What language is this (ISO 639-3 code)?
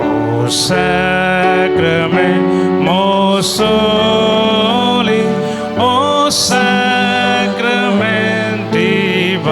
kok